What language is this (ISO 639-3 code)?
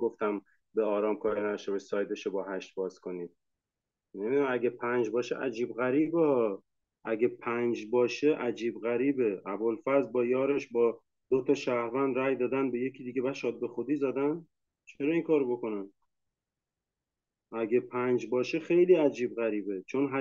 fas